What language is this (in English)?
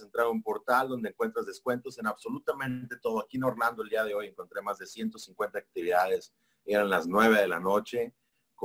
Spanish